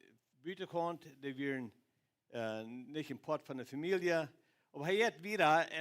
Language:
Plautdietsch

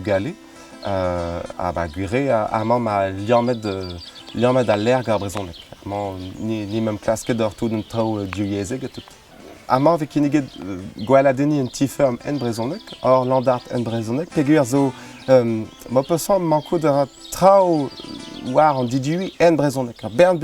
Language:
Breton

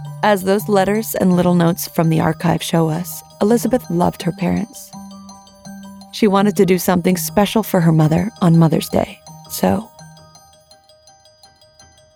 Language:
English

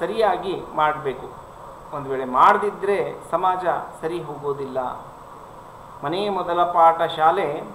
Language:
Kannada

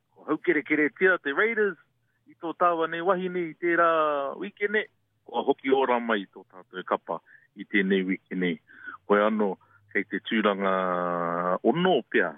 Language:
Māori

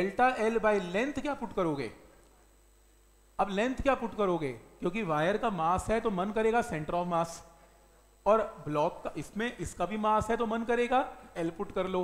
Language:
Hindi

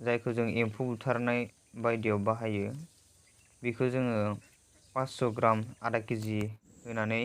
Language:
Bodo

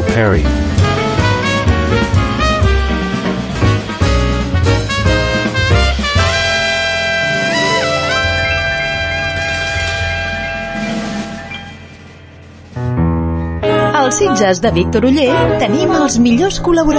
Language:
Catalan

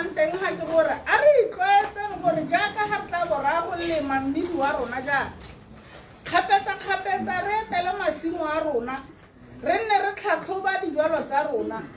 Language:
Tswana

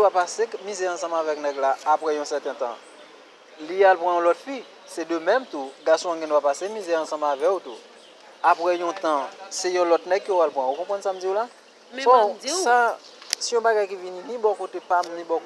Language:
Haitian Creole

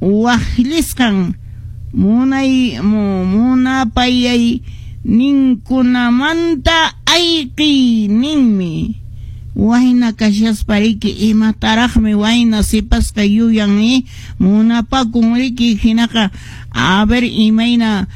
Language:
Quechua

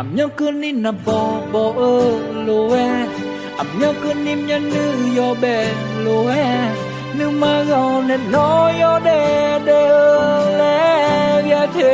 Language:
Akha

